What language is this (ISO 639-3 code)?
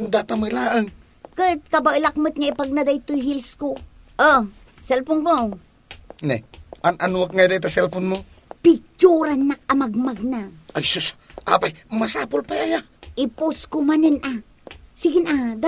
ilo